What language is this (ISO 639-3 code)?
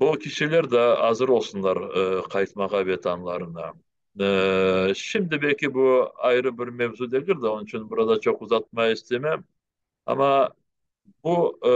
crh